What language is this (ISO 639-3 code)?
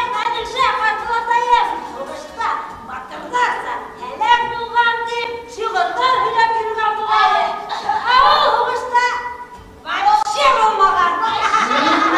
bak